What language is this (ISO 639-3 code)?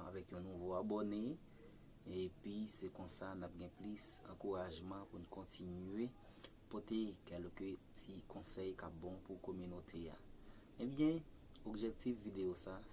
hat